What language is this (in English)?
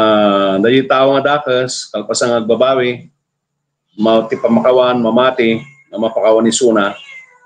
Iloko